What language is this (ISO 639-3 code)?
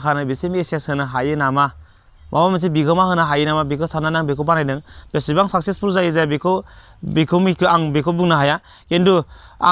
brx